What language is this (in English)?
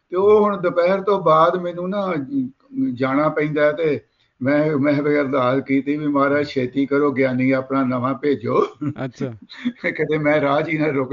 Punjabi